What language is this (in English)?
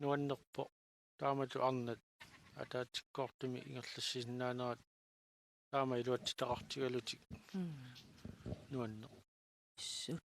Kalaallisut